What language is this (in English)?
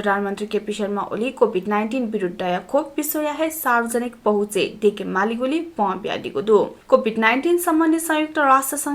Newari